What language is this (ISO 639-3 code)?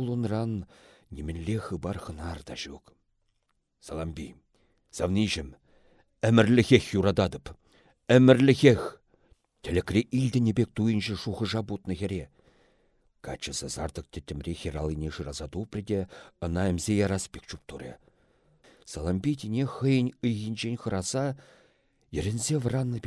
chv